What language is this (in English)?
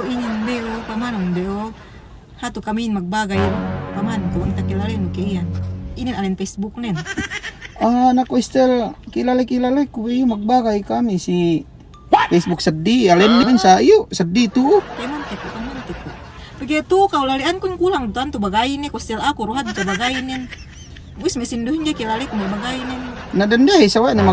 Yakan